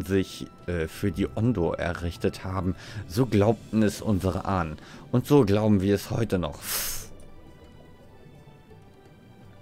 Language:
German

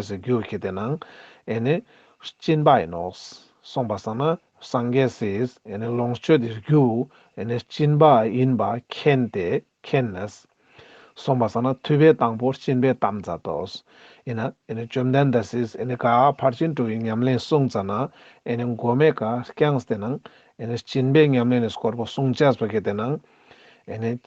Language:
Ladakhi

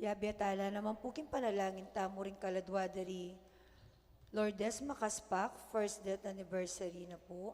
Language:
Pampanga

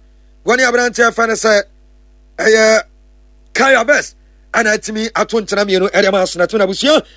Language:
Akan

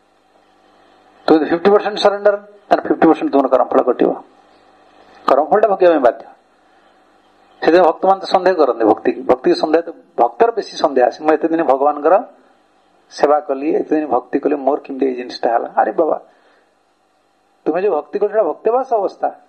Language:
Odia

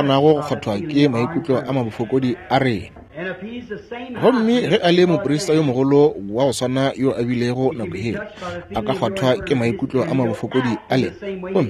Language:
Northern Sotho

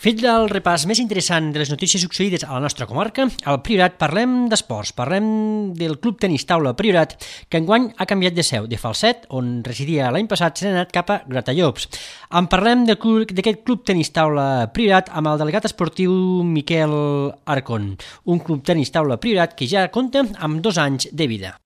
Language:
Catalan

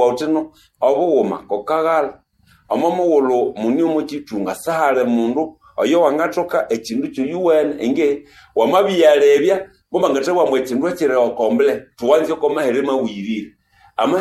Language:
Nande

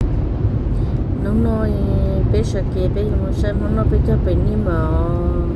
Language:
Hmong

